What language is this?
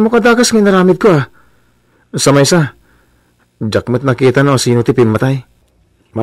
Iloko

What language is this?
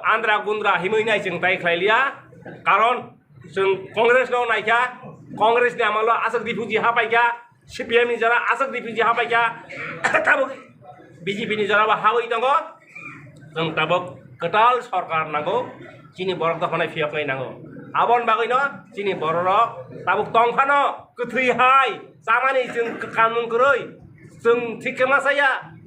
Kok Borok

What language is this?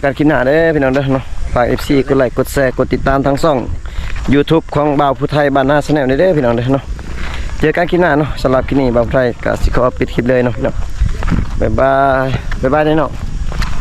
Lao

